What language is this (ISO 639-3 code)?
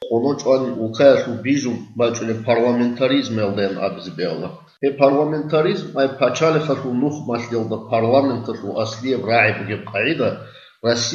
ava